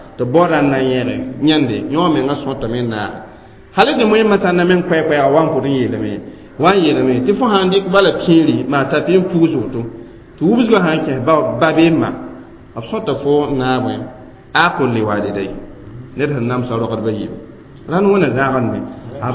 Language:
Mossi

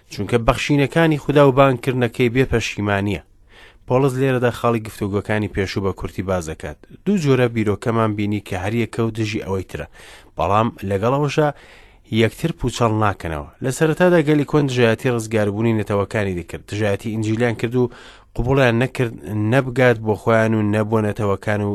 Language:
Central Kurdish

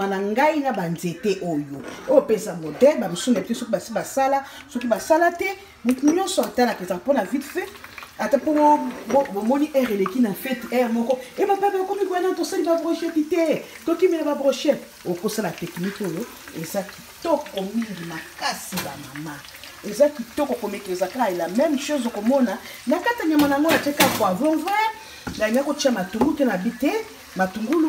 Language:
Lingala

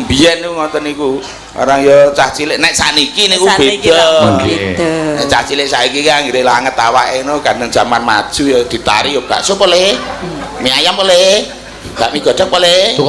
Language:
Javanese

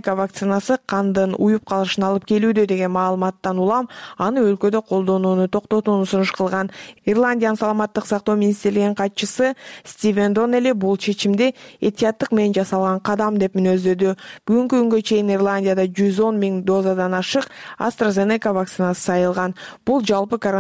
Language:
Kyrgyz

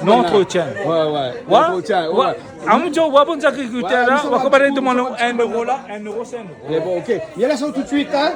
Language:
Réunion Creole French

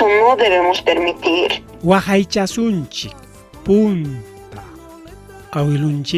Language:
Ayacucho Quechua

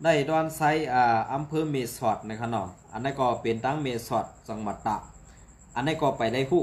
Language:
Shan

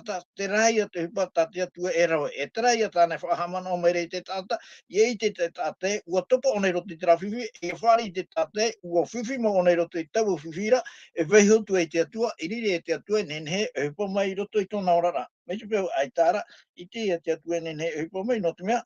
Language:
Tahitian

